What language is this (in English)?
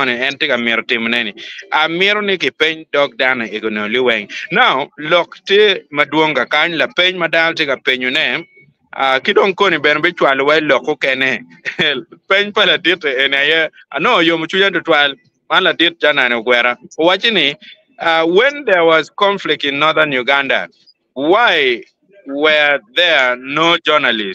Acoli